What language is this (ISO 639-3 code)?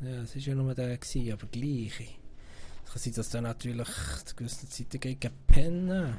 gsw